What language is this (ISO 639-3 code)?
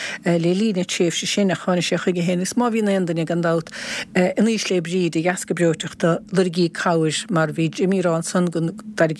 gle